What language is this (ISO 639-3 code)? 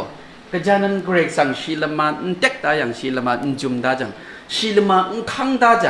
kac